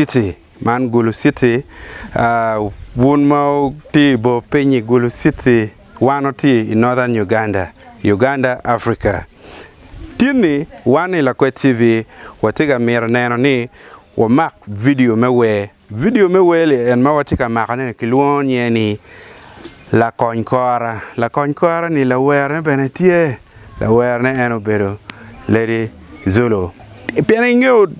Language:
Acoli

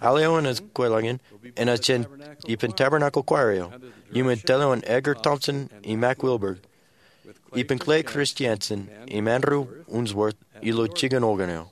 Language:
Marshallese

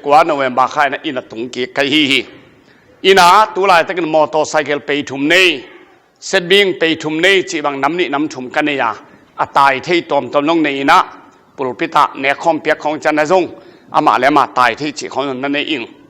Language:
Tedim Chin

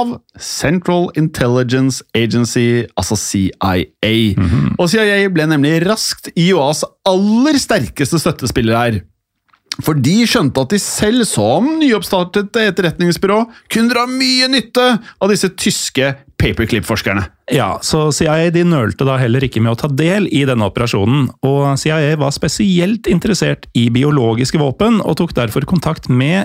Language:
Norwegian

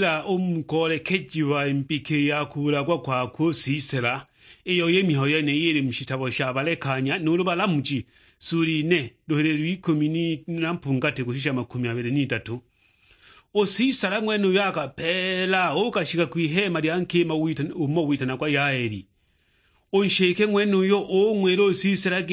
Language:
Sukuma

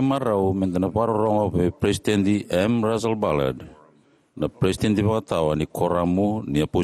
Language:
Fijian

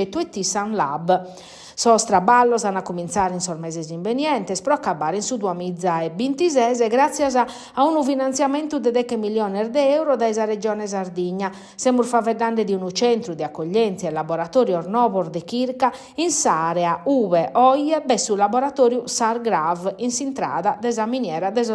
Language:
Sardinian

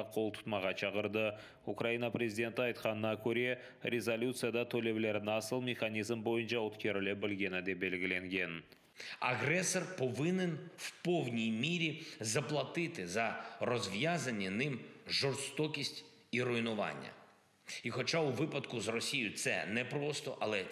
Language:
Crimean Tatar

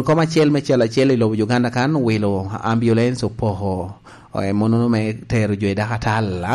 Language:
Lango (Uganda)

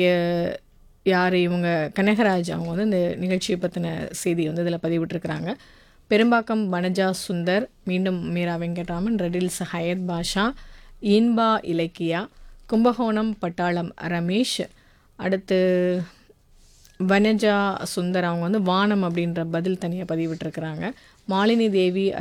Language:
Tamil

